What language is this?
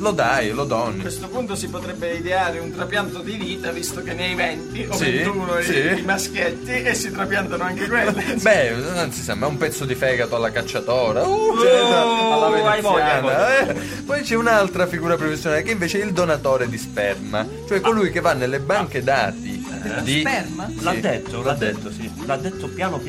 Italian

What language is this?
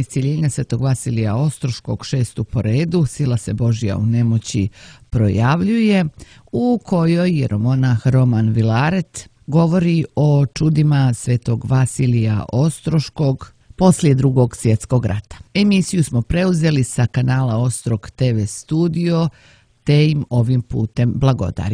Serbian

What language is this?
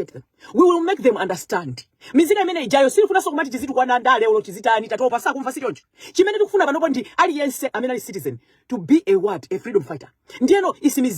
Nyanja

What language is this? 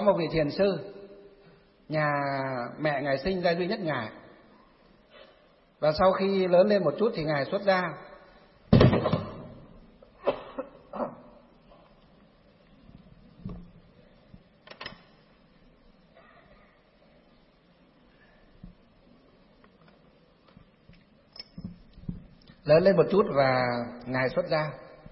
Vietnamese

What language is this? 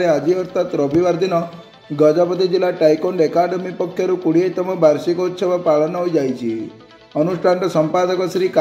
Odia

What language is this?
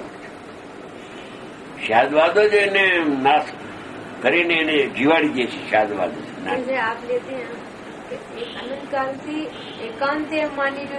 Gujarati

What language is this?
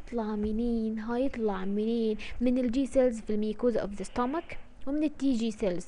Egyptian Arabic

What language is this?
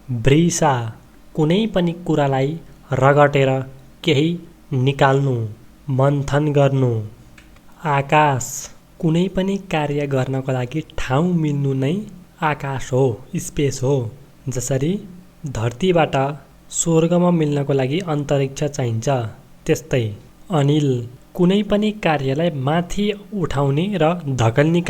Nepali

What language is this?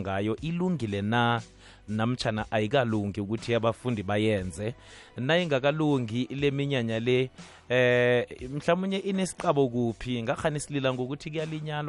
South Ndebele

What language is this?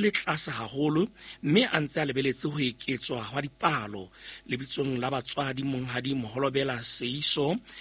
Southern Sotho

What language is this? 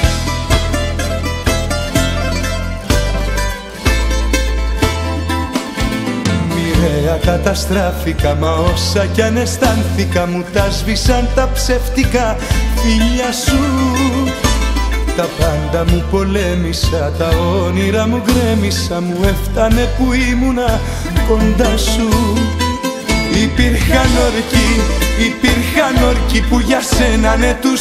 Greek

